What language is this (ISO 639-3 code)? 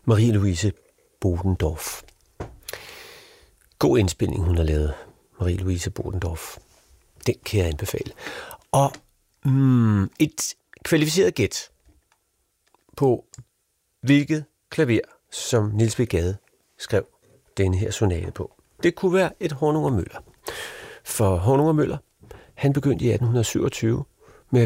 dan